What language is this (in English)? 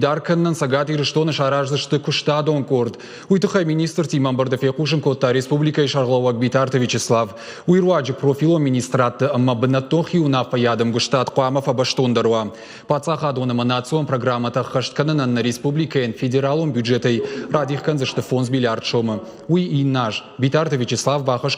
Ossetic